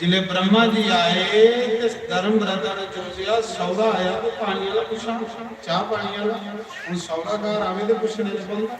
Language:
Dogri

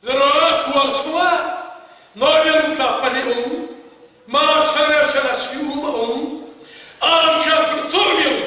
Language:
Hakha Chin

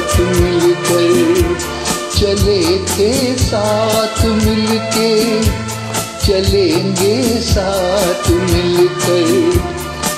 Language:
Hindi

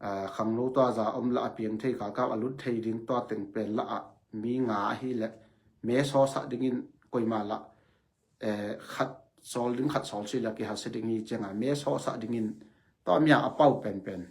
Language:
Tedim Chin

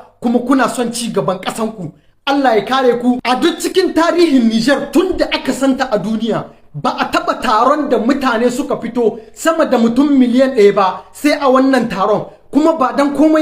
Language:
Hausa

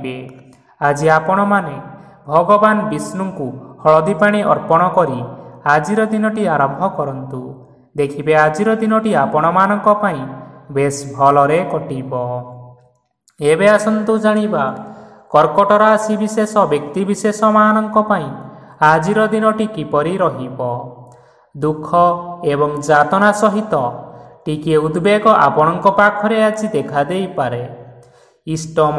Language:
Odia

